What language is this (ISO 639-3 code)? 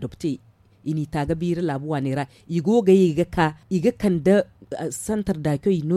dje